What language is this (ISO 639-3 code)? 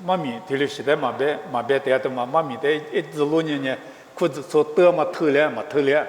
lis